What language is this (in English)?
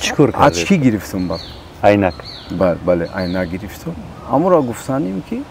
Tajik